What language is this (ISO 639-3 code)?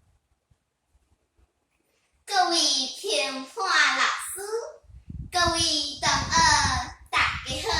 nan